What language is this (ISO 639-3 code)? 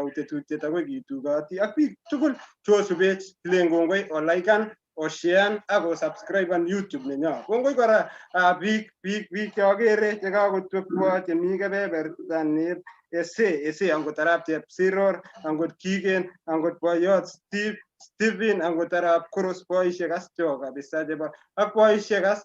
kln